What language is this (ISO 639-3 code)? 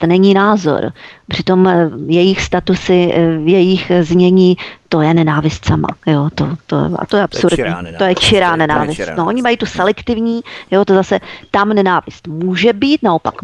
ces